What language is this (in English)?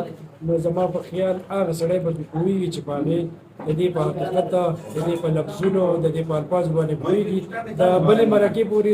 Pashto